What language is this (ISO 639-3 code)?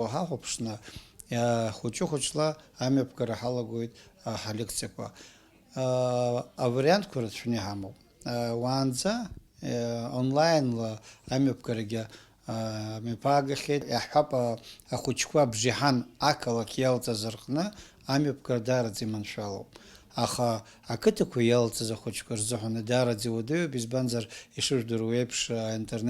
abk